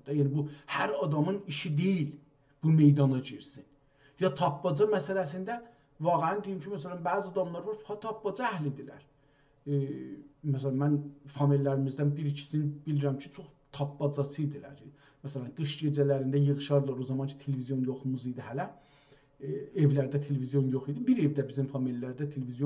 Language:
South Azerbaijani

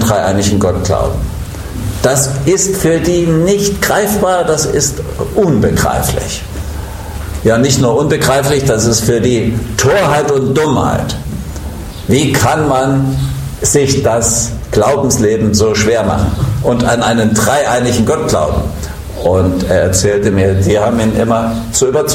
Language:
German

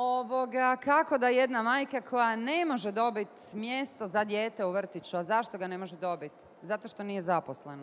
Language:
Bosnian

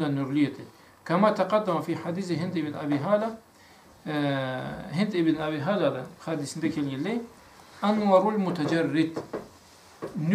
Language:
Karachay-Balkar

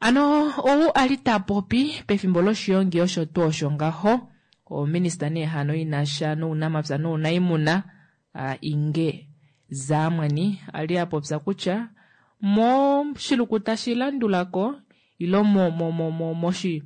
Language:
Kuanyama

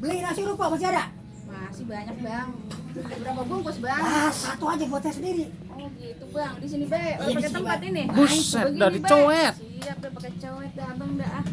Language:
Betawi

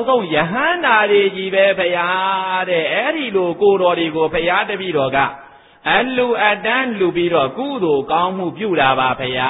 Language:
Burmese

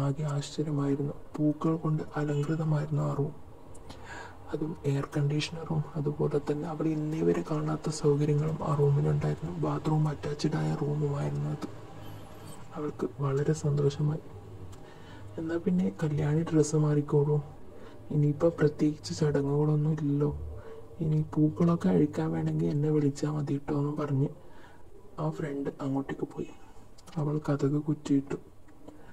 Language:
Malayalam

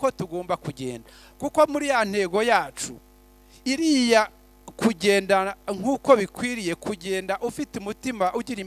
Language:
Kinyarwanda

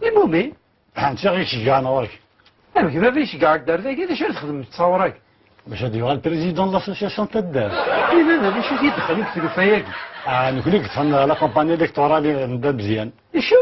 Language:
Kabyle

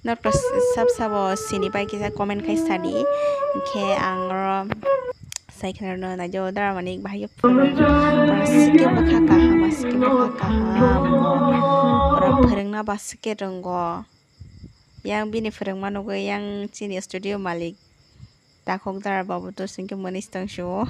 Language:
Kok Borok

